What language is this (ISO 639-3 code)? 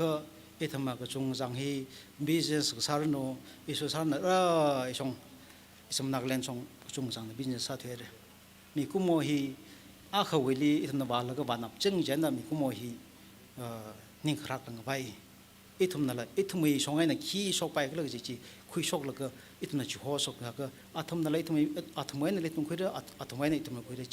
nmf